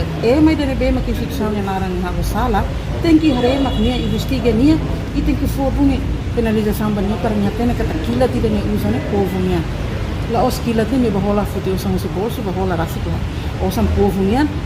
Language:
Tetum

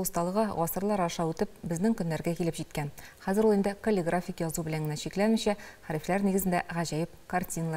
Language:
Tatar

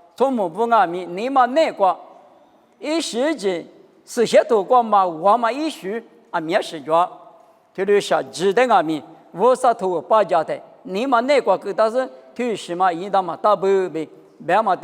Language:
Lisu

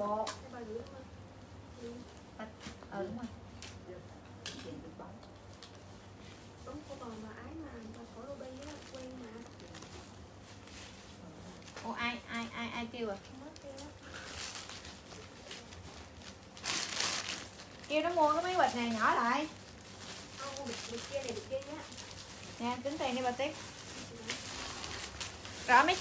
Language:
Vietnamese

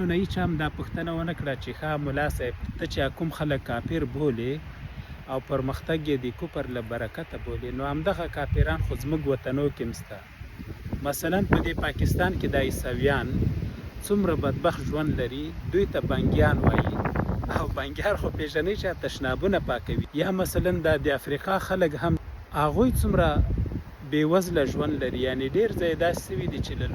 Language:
Pashto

